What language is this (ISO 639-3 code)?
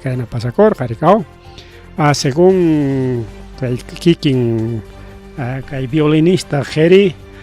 quy